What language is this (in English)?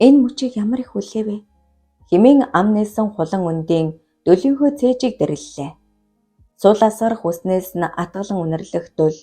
Mongolian